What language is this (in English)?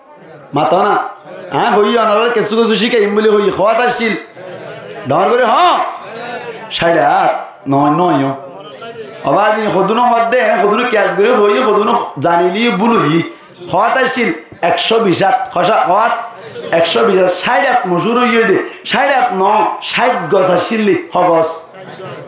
Rohingya